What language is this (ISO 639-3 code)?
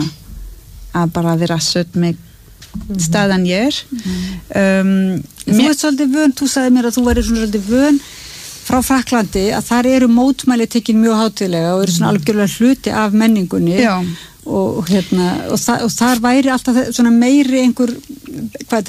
isl